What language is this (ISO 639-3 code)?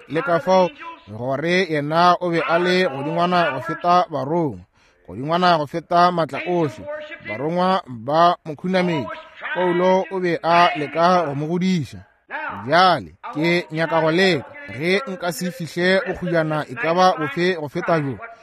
nso